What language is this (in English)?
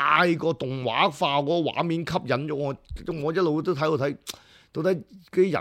Cantonese